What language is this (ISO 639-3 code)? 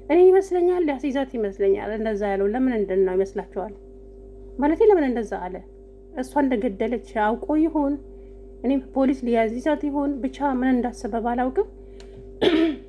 amh